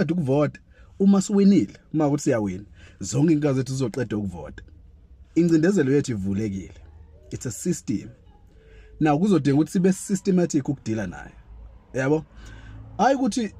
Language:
Zulu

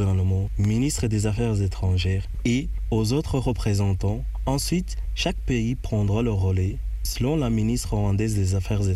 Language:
French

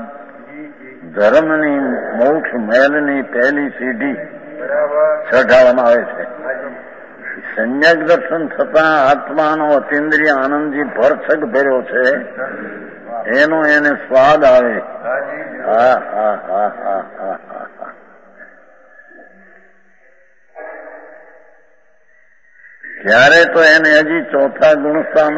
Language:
Gujarati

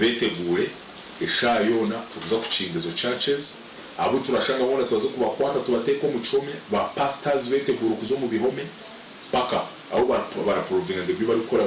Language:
Nyankole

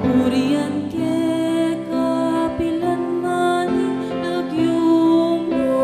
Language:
Pampanga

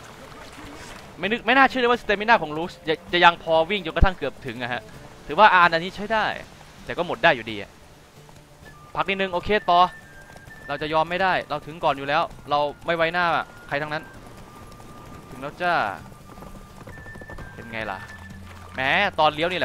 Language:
Thai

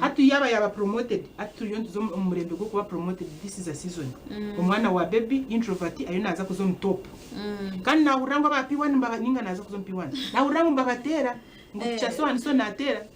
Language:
Nyankole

